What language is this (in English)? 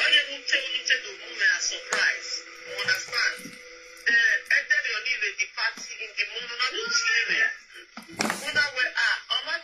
Nigerian Pidgin